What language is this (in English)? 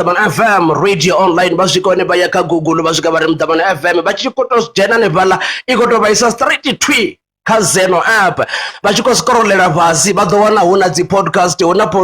Venda